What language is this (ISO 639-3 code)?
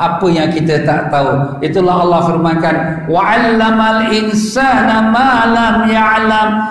msa